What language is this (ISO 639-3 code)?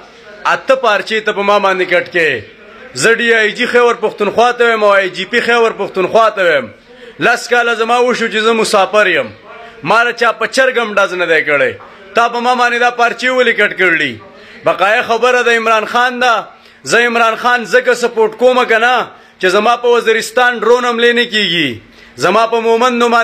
pus